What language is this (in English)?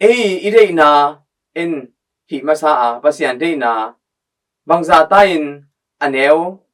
Tedim Chin